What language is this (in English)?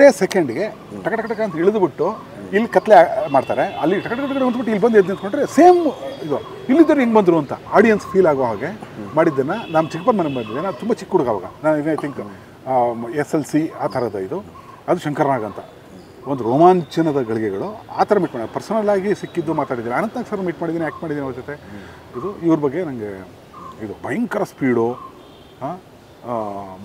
Kannada